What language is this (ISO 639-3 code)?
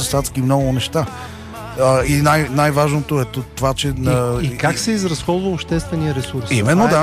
bul